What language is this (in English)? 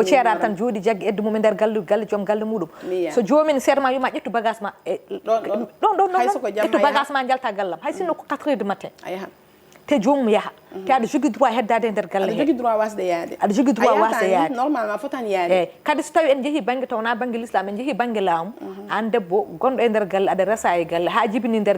Fula